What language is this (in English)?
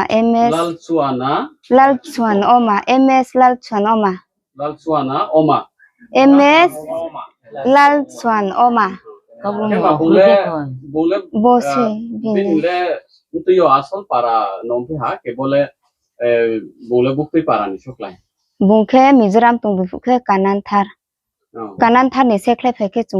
Riang (India)